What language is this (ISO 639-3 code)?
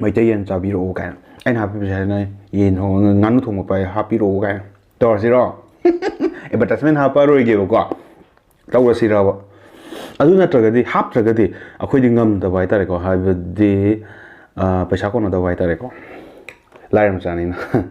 mni